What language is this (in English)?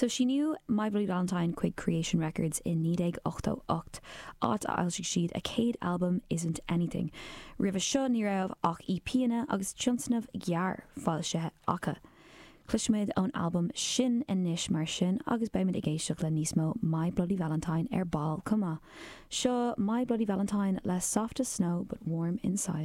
Irish